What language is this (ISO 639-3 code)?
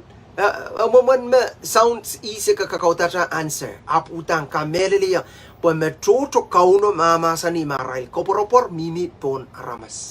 pon